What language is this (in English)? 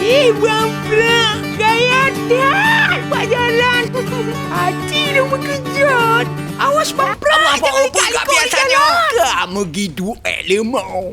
Achinese